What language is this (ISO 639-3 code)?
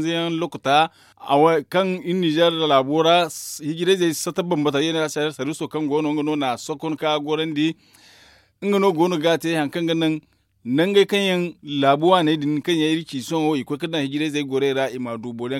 dje